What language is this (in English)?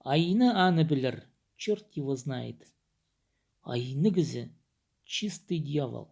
Khakas